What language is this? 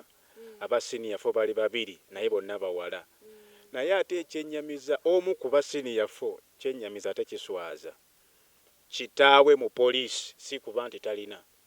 Ganda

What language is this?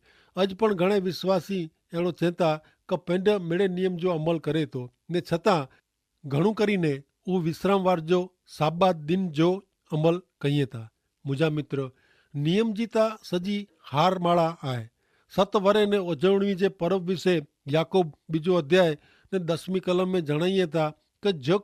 Kachhi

